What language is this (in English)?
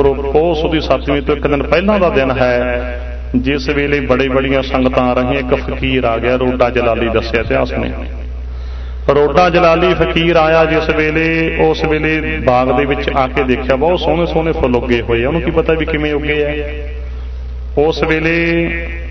Punjabi